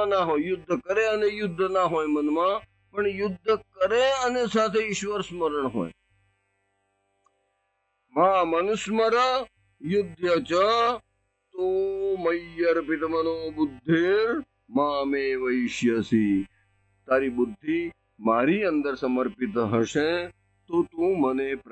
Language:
Gujarati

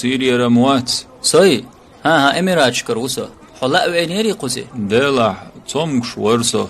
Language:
Chechen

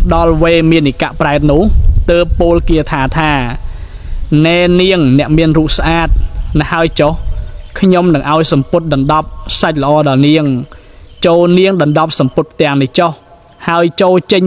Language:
Khmer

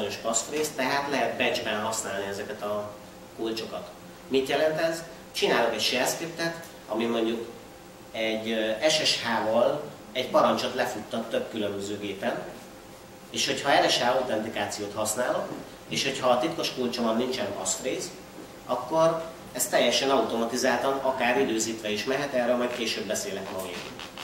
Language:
Hungarian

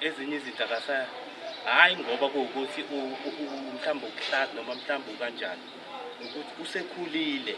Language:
Zulu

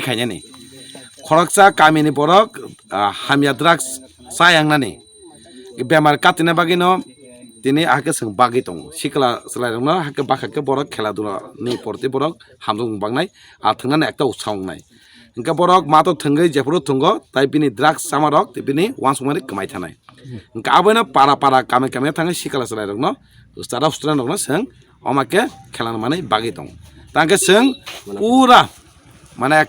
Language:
Kok Borok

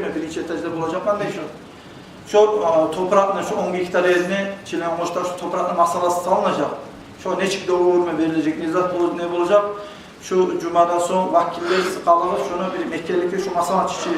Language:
Kumyk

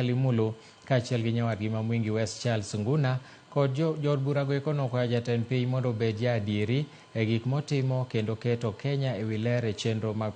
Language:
Luo (Kenya and Tanzania)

